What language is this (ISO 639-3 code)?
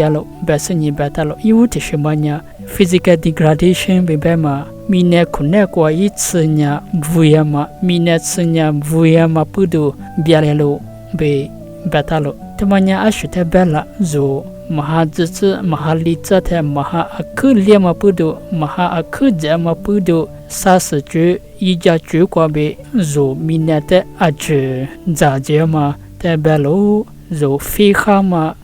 lis